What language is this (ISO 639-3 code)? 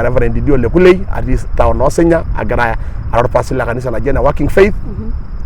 mas